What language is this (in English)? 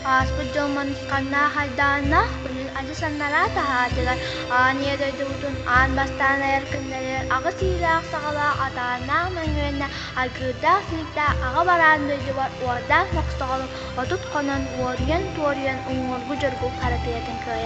Yakut